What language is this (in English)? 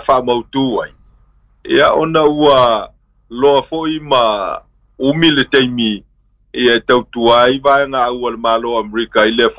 Samoan